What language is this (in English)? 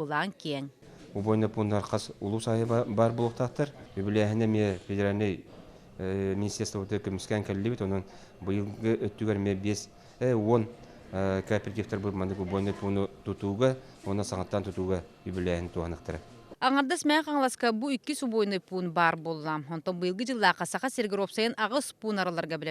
Yakut